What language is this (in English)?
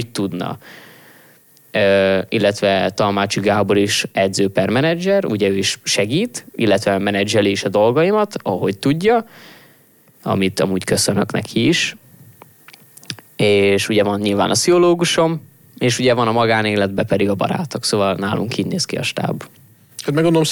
Hungarian